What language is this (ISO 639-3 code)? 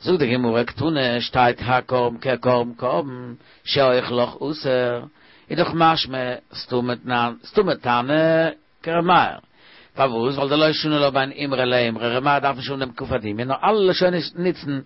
yid